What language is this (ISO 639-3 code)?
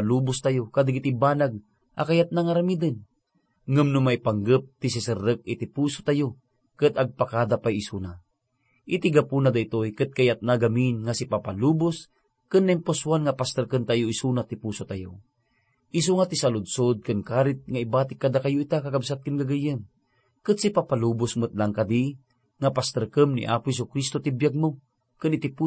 ilo